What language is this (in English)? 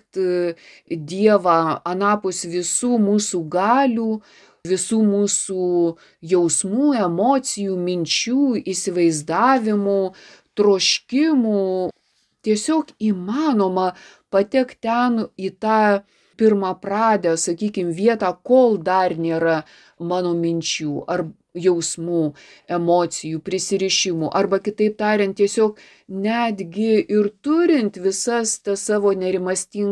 Lithuanian